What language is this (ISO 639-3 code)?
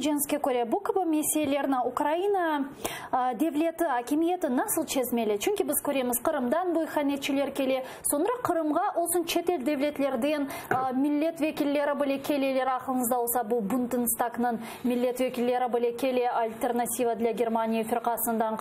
crh